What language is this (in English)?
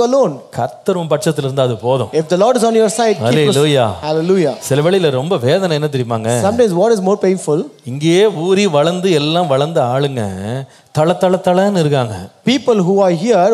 Tamil